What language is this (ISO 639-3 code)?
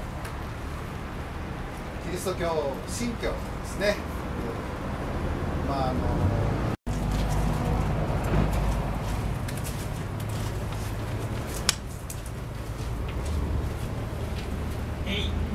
jpn